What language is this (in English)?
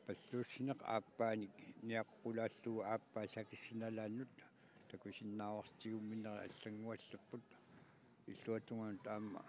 Kalaallisut